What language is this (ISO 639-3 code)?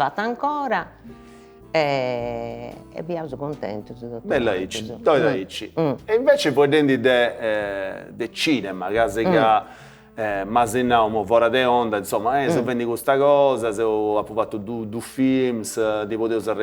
srd